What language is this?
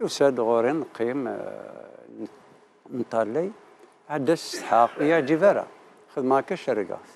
Kabyle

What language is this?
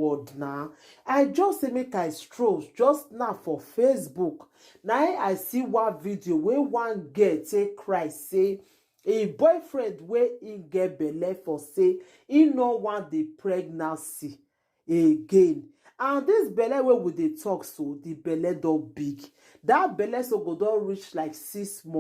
Nigerian Pidgin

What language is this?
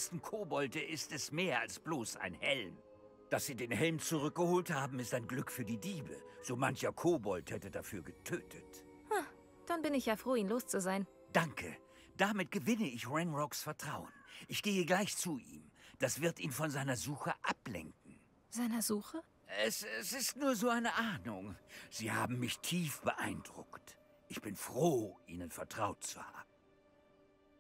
German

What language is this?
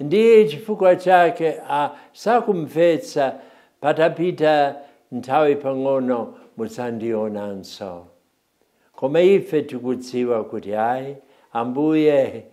Nyanja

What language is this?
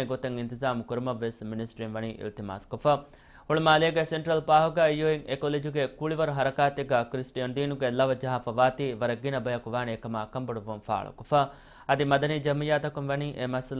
Divehi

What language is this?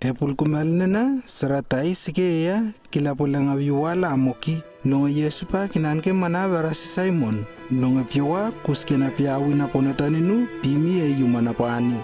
Lewo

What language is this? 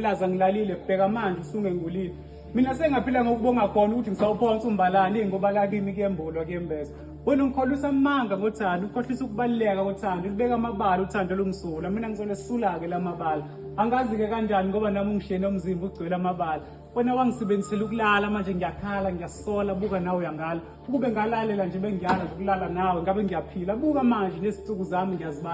Zulu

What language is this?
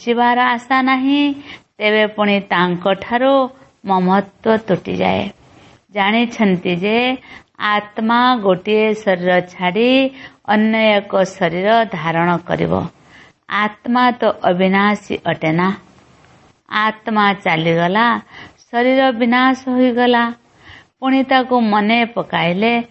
Odia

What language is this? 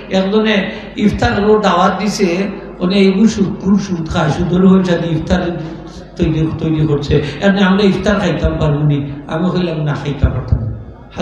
Sylheti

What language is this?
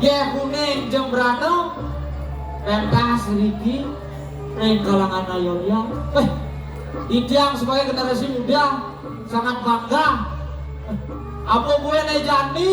Balinese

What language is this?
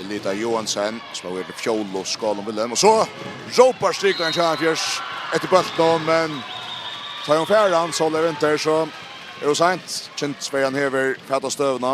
Faroese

